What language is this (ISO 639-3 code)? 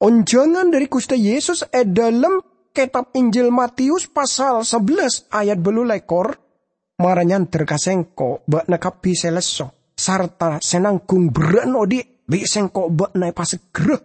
mad